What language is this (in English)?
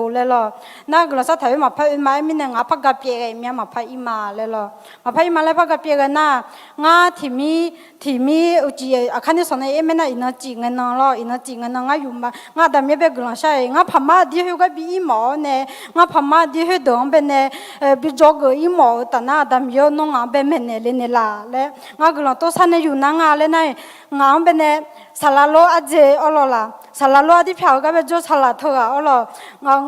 Akha